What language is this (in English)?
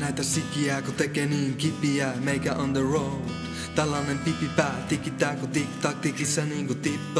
Finnish